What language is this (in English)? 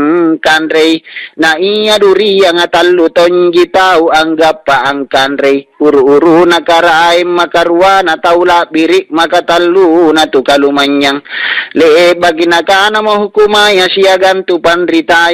Makasar